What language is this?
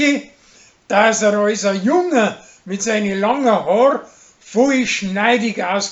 Bavarian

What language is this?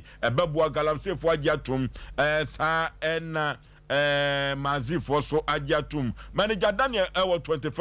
Akan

